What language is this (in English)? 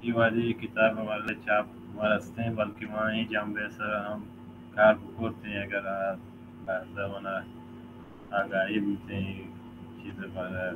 Baluchi